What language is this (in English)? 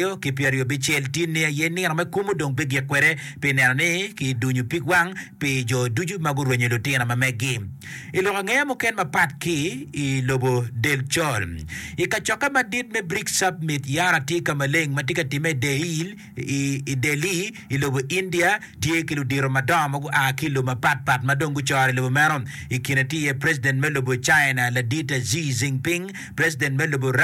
Acoli